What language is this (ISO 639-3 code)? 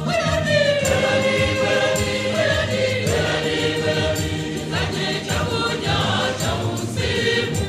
nya